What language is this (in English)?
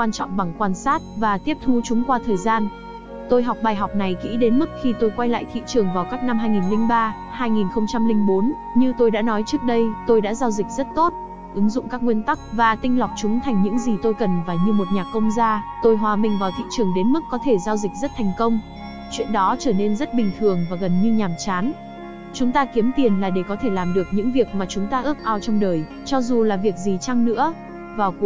Vietnamese